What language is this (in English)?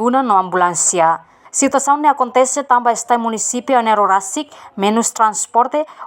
Tetum